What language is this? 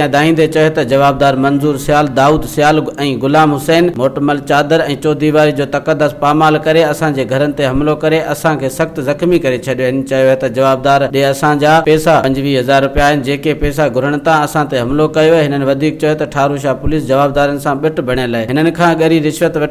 Sindhi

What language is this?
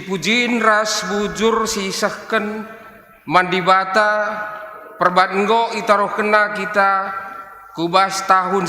Batak Karo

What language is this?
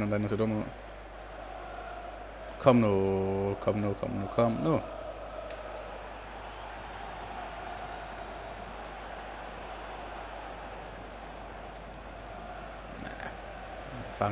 Danish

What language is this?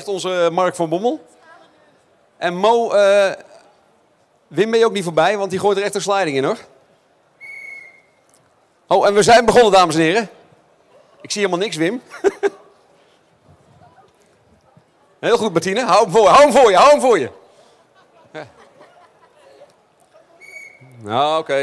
Dutch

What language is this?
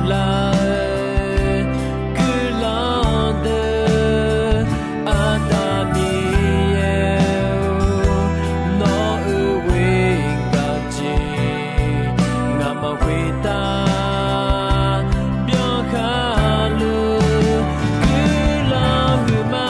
Akha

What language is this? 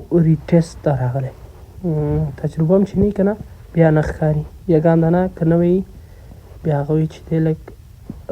Pashto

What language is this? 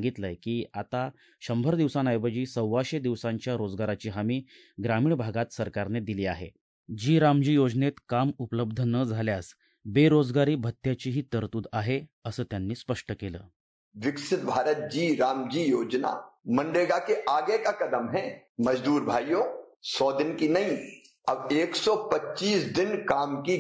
Marathi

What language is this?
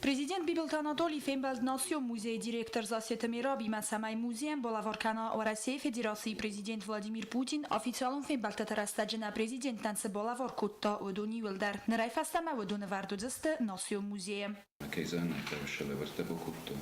Ossetic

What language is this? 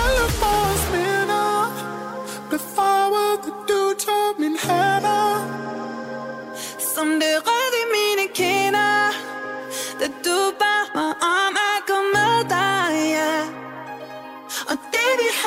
Danish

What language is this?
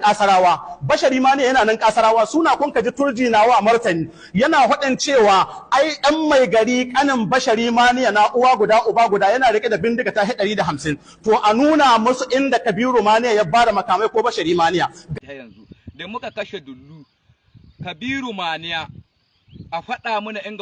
Hausa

